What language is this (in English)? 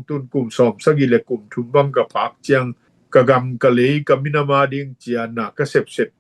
Tedim Chin